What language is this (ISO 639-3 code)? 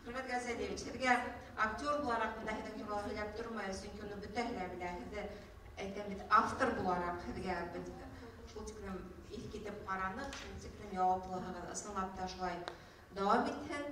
bak